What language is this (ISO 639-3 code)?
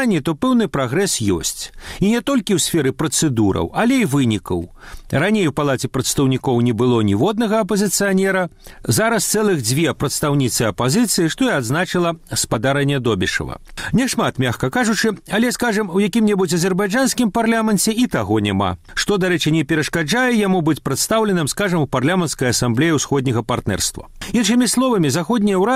bel